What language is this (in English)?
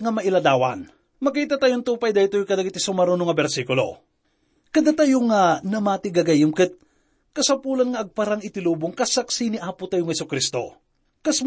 Iloko